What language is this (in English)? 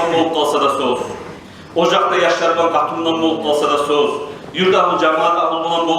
Kumyk